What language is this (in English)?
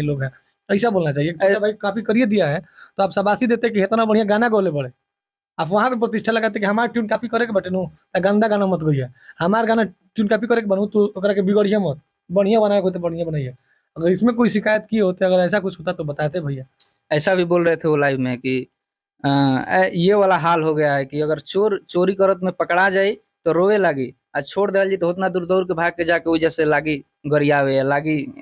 Bhojpuri